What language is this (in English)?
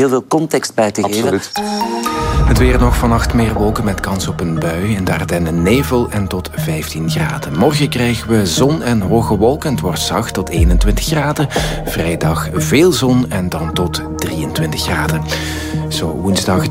Dutch